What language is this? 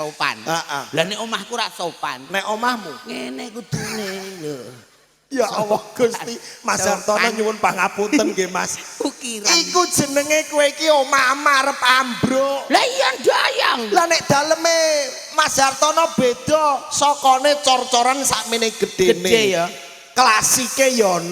Javanese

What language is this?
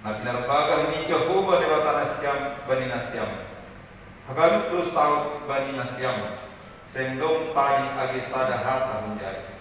Batak Simalungun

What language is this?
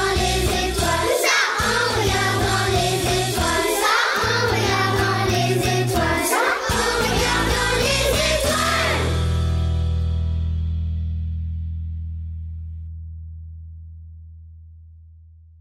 French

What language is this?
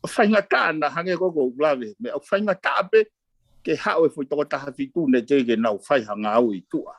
Tongan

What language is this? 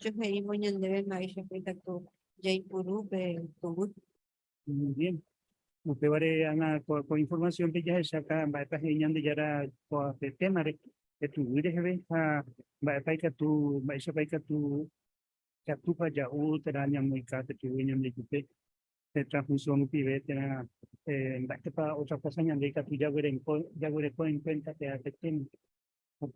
Guarani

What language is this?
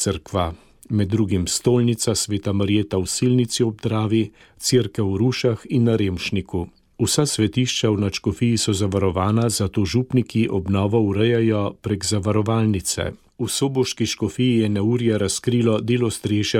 Slovenian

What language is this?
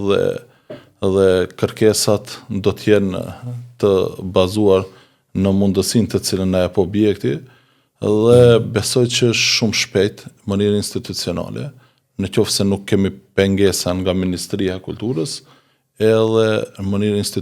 Albanian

